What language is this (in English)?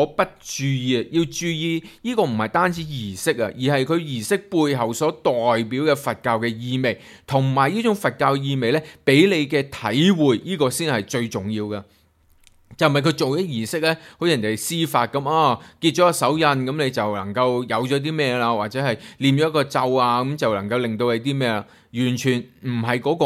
Cantonese